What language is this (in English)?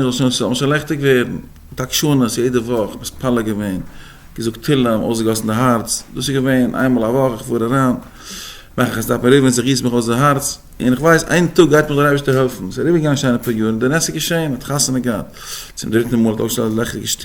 Yiddish